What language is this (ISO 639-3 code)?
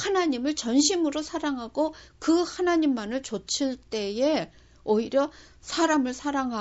kor